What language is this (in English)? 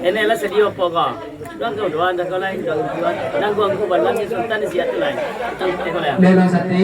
Minangkabau